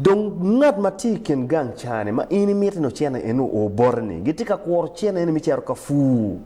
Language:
Acoli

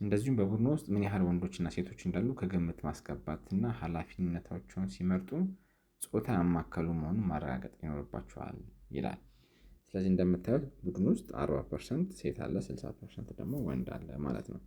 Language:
Amharic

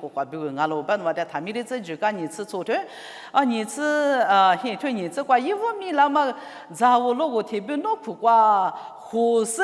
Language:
Lisu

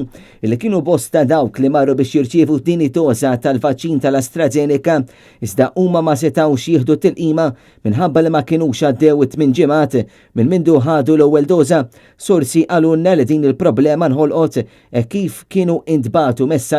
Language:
Maltese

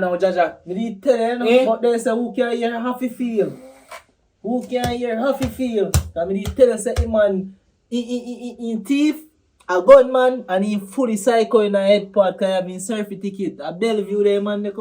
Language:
Jamaican Creole English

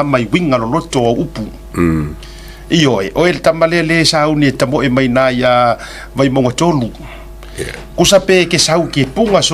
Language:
Samoan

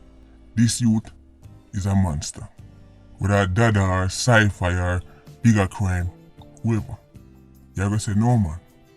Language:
Jamaican Creole English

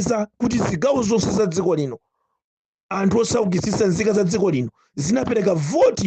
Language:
Nyanja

